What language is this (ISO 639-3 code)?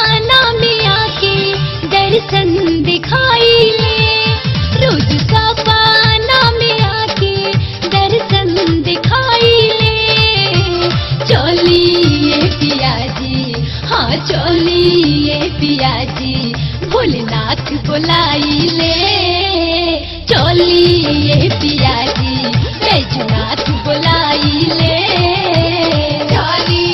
bho